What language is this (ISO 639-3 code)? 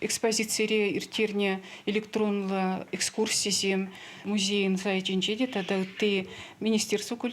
chv